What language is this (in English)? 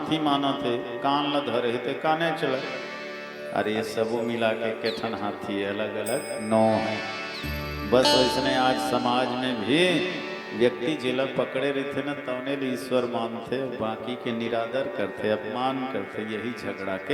Chhattisgarhi